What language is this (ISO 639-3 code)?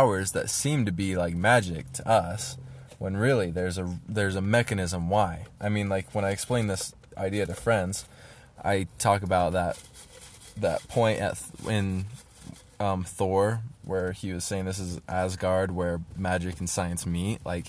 eng